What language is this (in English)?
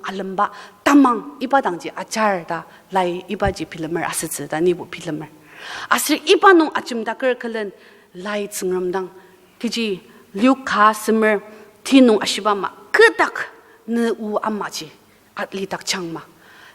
Ao Naga